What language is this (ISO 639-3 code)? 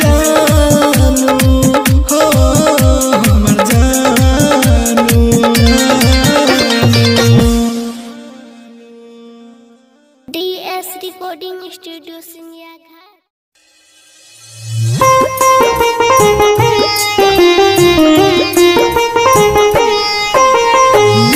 bho